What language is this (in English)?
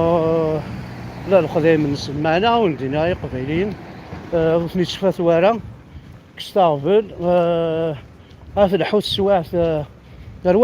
Kabyle